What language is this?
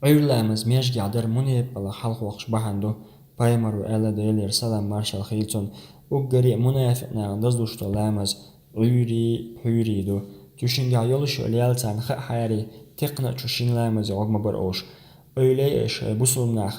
Chechen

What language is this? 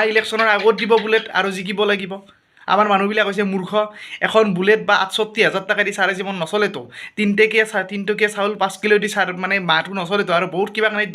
Assamese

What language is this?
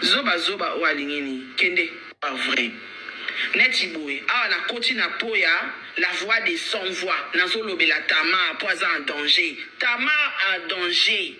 Lingala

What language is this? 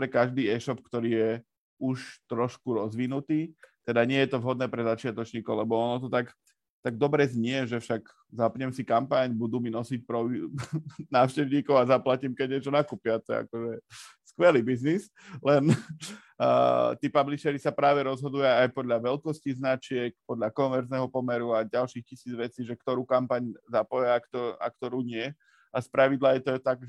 Slovak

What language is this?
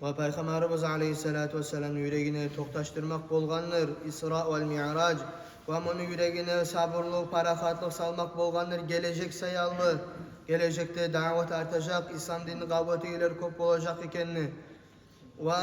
Kumyk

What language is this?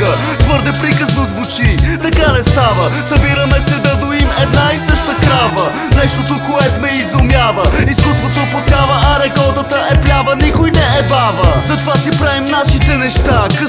Bulgarian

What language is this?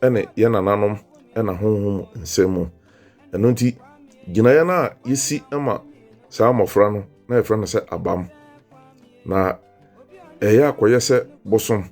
Akan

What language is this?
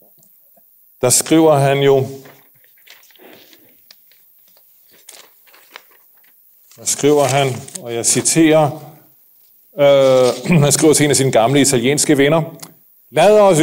Danish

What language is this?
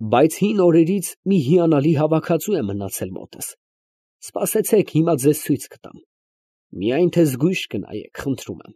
Armenian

